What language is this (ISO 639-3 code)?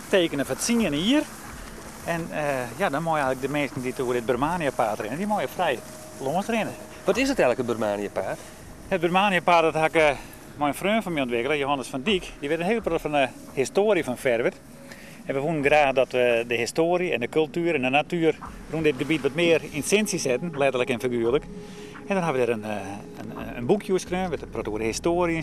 fry